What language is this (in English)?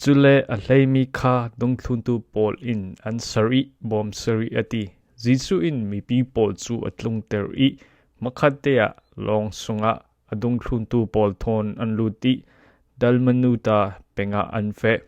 Falam Chin